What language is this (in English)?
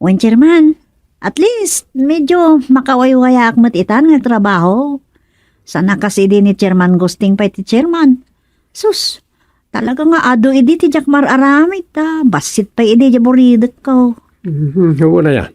Iloko